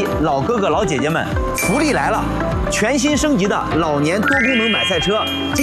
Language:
Chinese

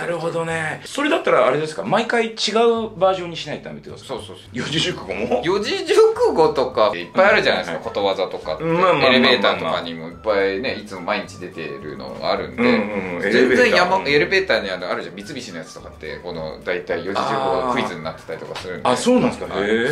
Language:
Japanese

